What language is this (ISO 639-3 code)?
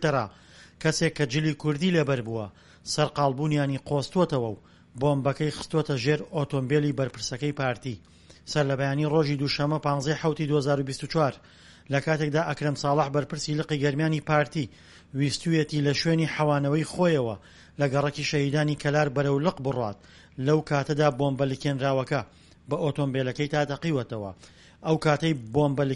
ckb